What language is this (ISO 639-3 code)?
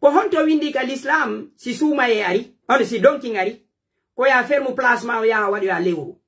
fuf